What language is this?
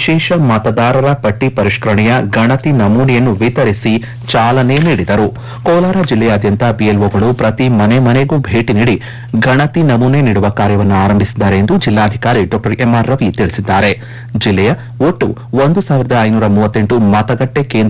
Kannada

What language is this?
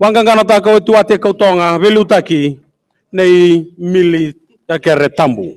Fijian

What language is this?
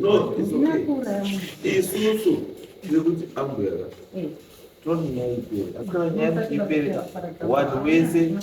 Shona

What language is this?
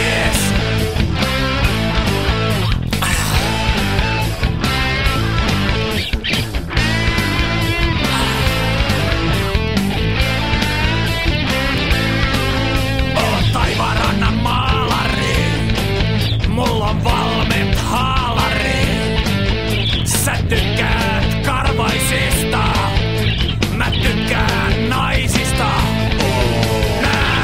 Finnish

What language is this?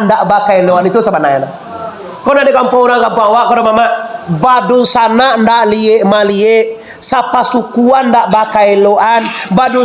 Minangkabau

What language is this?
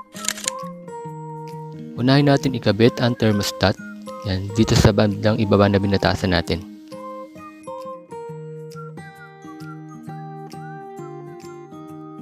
Filipino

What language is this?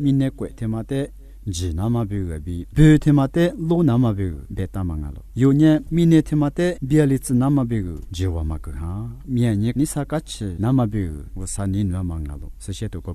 Lisu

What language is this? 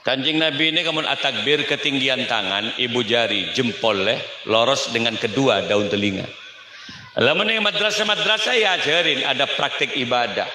Madurese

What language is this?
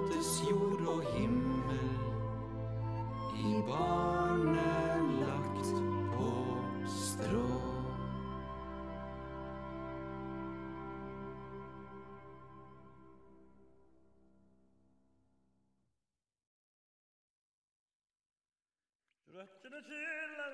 Norwegian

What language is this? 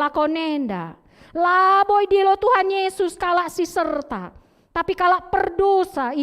Batak Karo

